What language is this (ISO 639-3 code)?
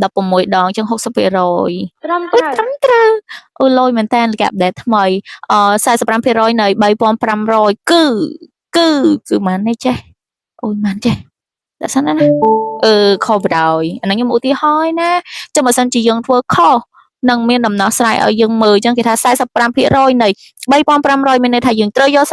khm